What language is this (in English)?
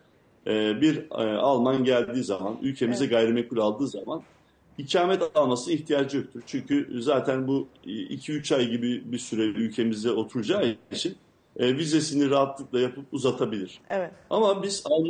Turkish